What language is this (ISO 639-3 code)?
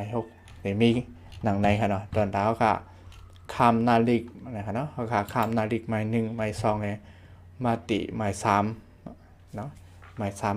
shn